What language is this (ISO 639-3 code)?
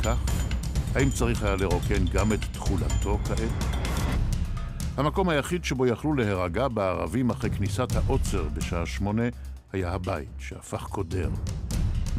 heb